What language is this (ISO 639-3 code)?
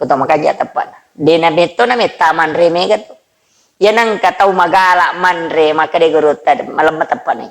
bug